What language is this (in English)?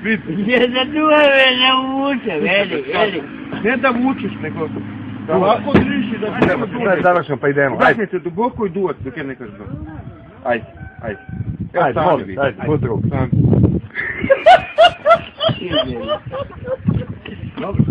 Bosnian